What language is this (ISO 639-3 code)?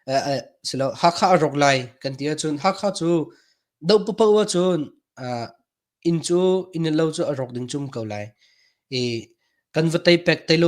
cnh